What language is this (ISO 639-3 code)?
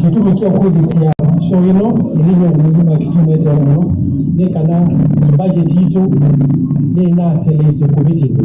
kam